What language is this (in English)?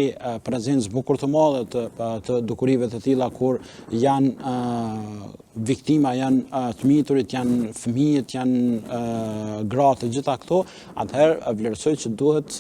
Albanian